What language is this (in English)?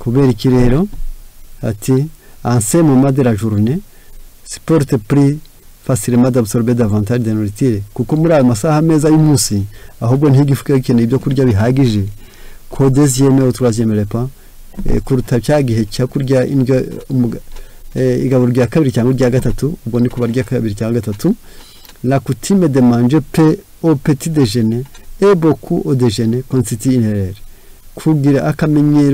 Kinyarwanda